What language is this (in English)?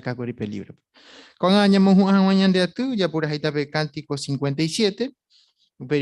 Guarani